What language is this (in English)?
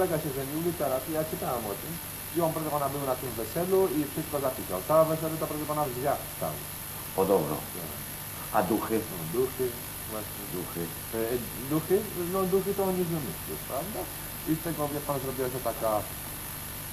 Polish